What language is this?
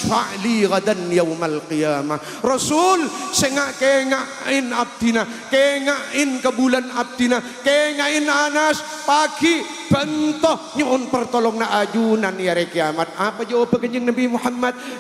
Madurese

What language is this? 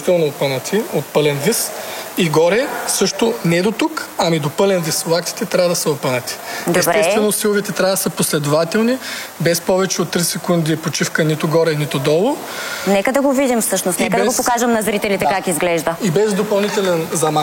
Bulgarian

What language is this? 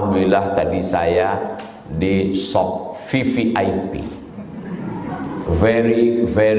Indonesian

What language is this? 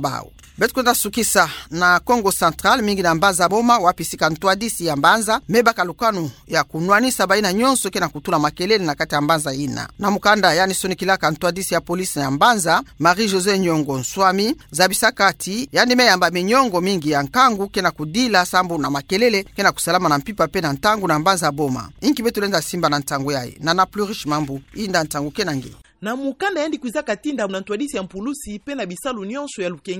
Kituba (Democratic Republic of Congo)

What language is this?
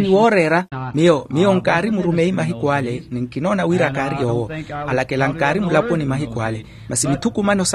Makhuwa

